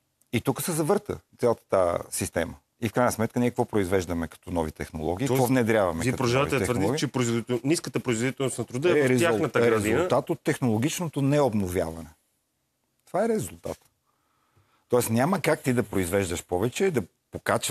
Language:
Bulgarian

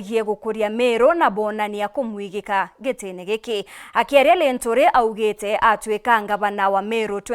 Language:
Meru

